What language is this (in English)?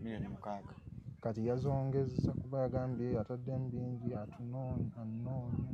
Ganda